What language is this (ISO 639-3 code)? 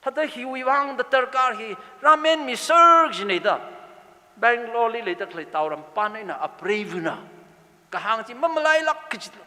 nmf